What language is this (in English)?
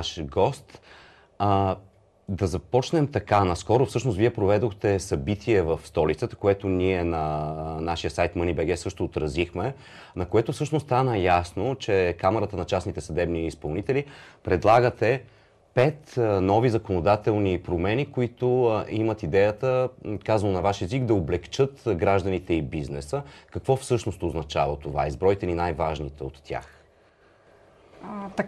Bulgarian